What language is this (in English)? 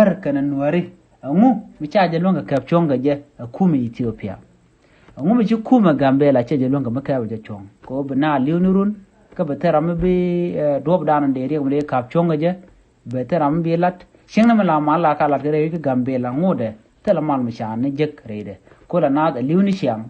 Nuer